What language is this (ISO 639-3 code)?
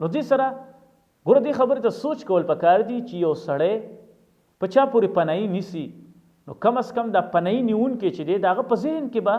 pus